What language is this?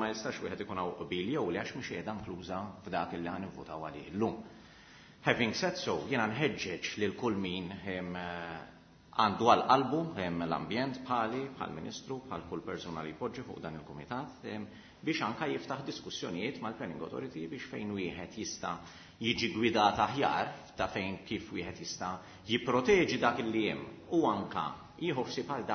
Maltese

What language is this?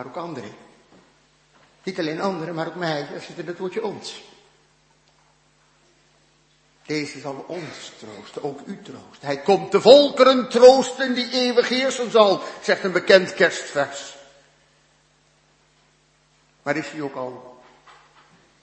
Dutch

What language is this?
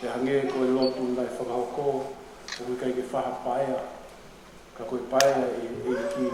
Tongan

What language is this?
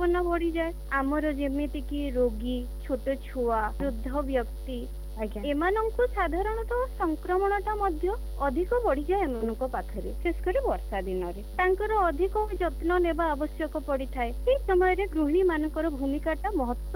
Odia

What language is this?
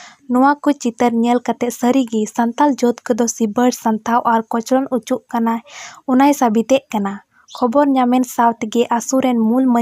Santali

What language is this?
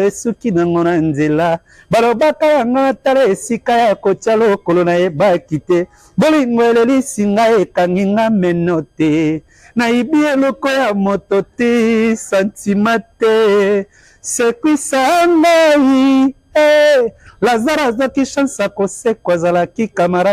Lingala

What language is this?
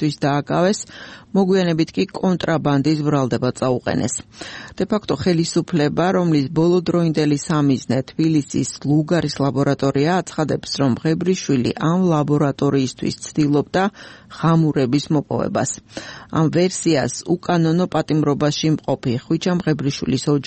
Georgian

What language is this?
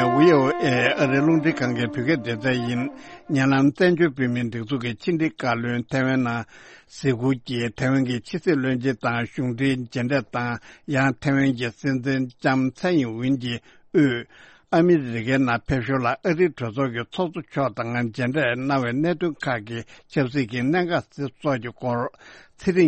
Tibetan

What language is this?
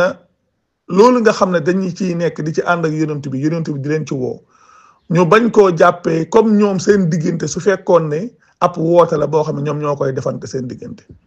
Wolof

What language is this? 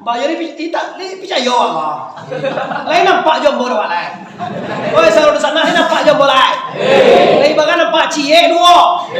Minangkabau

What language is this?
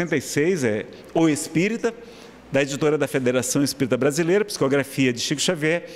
Portuguese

